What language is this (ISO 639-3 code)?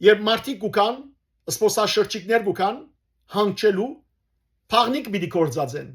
hyw